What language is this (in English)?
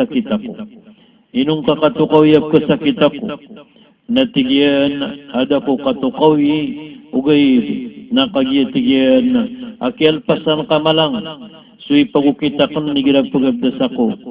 Maranao